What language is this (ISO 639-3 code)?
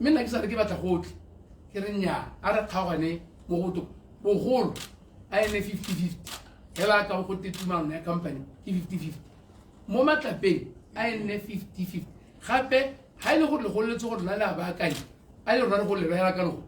tsn